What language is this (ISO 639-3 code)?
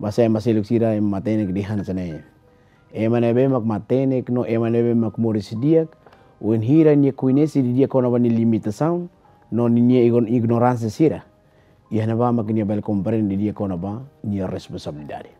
tet